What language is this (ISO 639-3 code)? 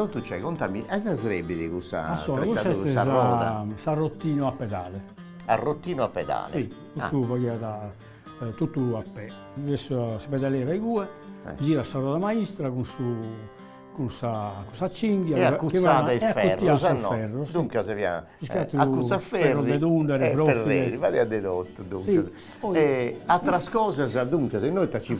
srd